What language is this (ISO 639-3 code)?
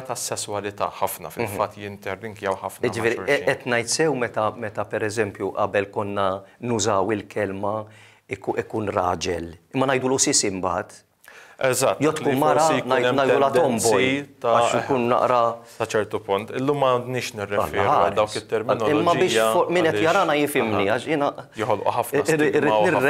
mlt